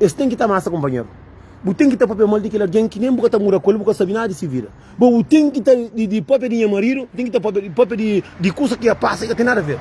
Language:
Kabuverdianu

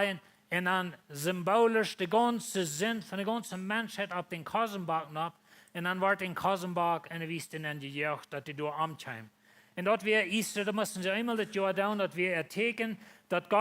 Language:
Plautdietsch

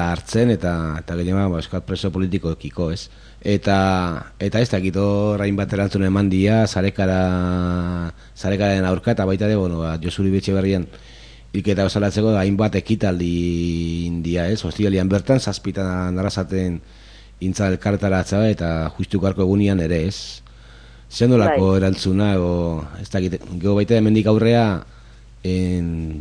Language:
Basque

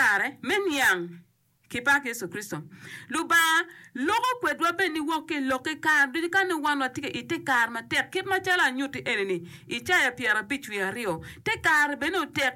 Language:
Acoli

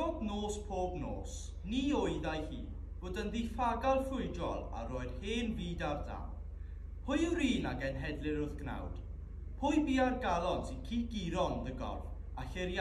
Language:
Welsh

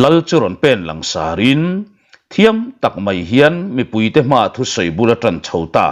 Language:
Mizo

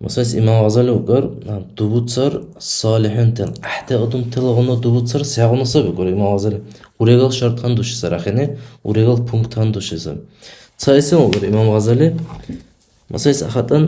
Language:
Dargwa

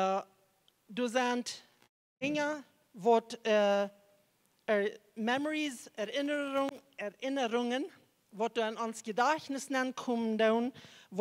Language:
Plautdietsch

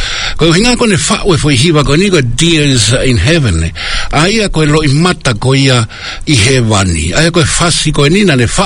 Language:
Tongan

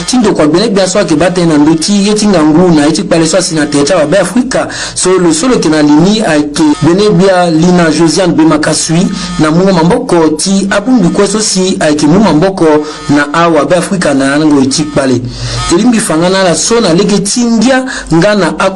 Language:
Sango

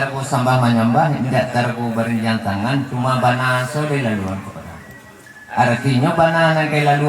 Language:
Minangkabau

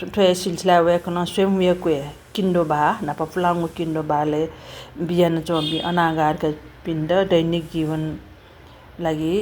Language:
Newari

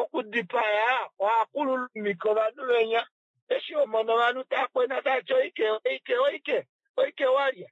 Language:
Kuanyama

